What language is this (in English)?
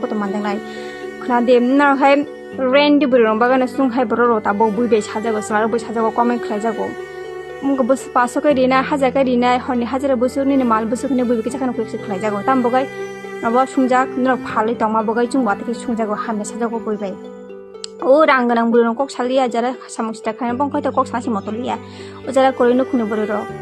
Kok Borok